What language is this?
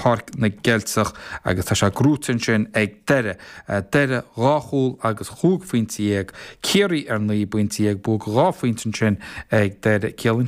Irish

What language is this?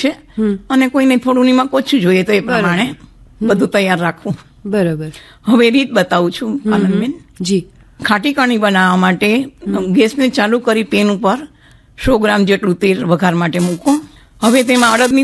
Gujarati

